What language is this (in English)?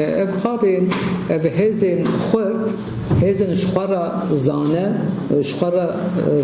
Kurdish